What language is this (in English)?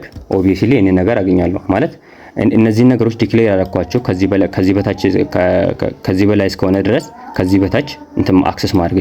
Amharic